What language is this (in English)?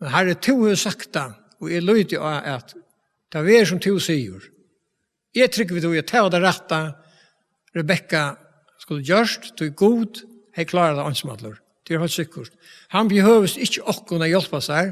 Faroese